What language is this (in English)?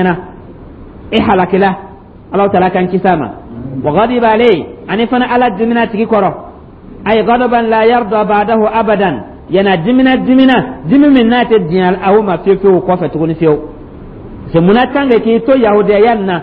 Dyula